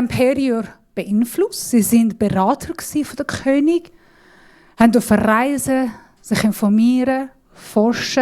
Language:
Swiss German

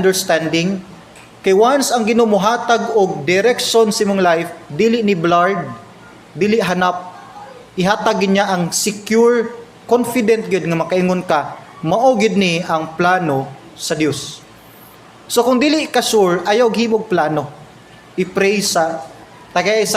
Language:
Cebuano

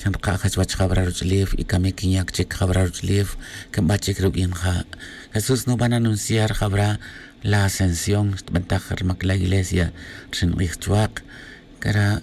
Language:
Tz'utujil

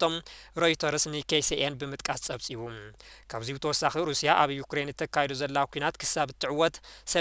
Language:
Tigrinya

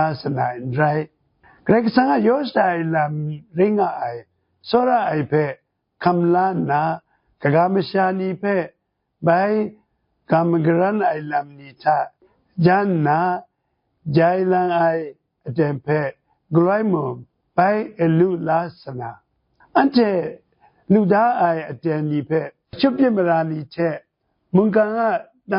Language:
Kachin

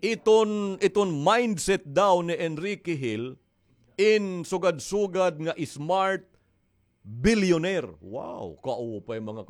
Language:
Waray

